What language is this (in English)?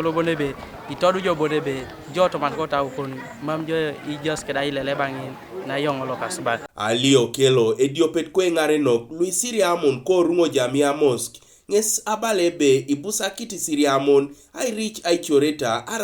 Teso